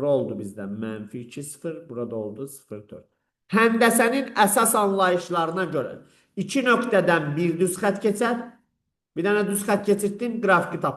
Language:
Azerbaijani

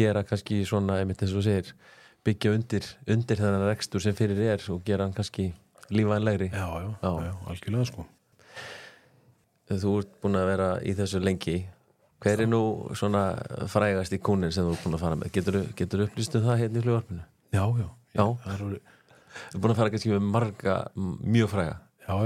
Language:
Icelandic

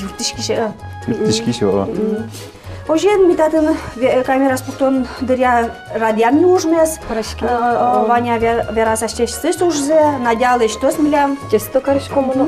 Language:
Udmurt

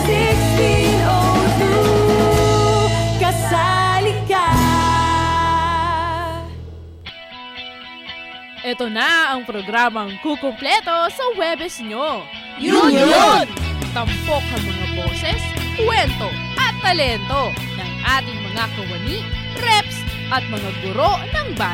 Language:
Filipino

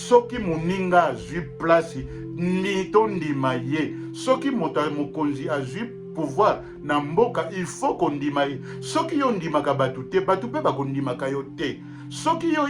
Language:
Lingala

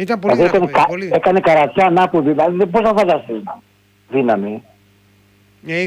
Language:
Greek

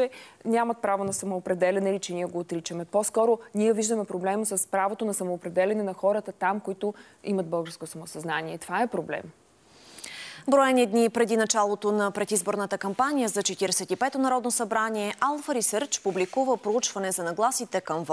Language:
Bulgarian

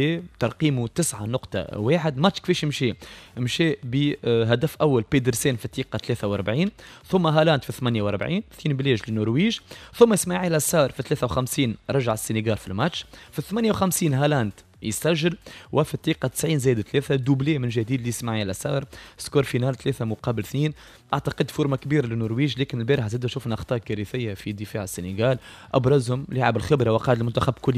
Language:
Tunisian Arabic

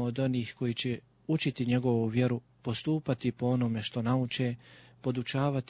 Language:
Bosnian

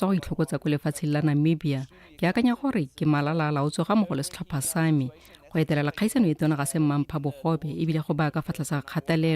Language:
Tswana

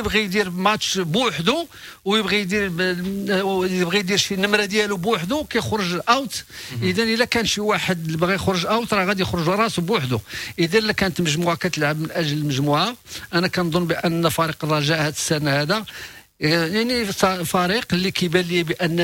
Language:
Moroccan Arabic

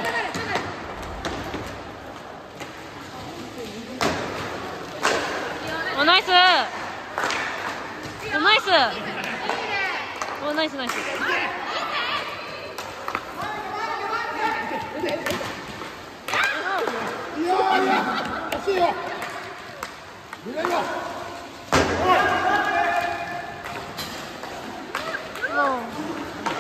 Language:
Japanese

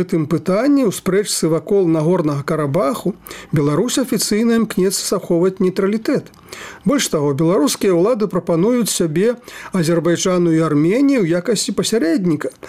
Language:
Belarusian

